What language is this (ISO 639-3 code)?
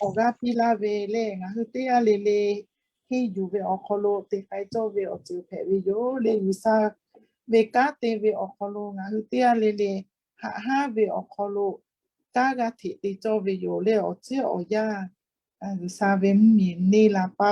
lhu